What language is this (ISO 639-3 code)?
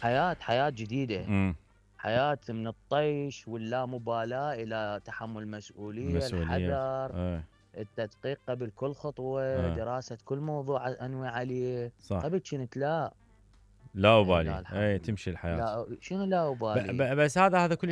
acm